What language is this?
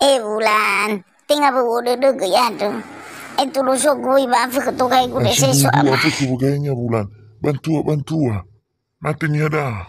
Nias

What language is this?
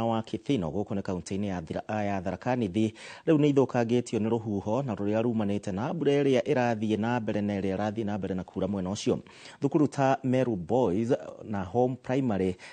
Kikuyu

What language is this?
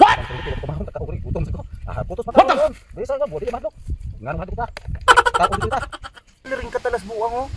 Cebuano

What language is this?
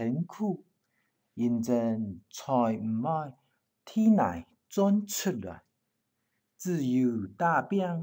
Hakka Chinese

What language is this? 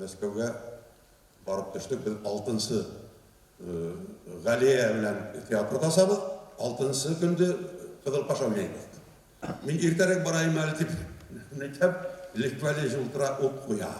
Bashkir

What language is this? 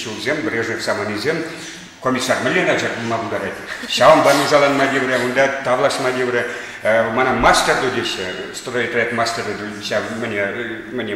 Chuvash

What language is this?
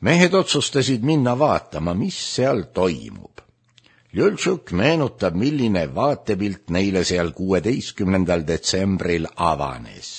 Estonian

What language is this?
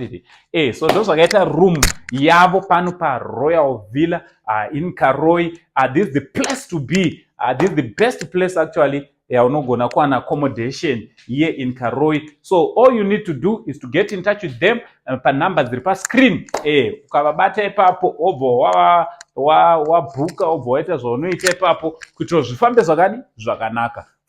Shona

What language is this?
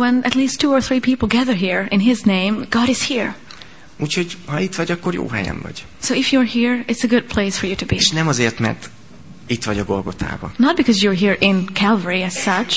Hungarian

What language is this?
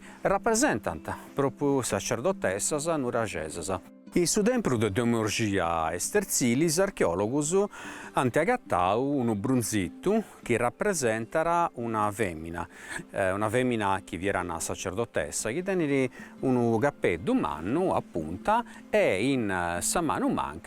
Sardinian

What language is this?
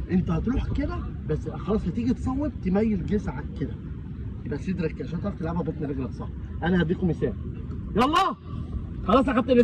Egyptian Arabic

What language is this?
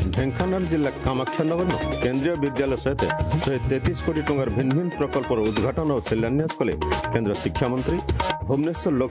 Odia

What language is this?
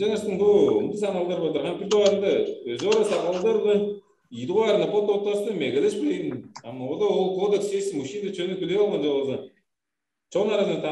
Tuvinian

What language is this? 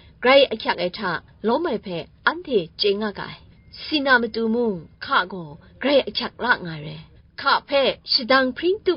Kachin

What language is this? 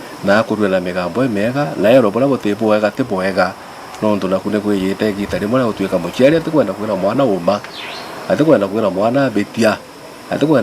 Meru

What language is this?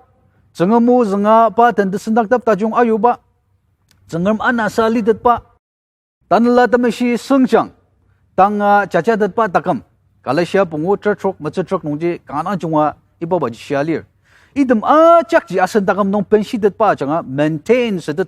Ao Naga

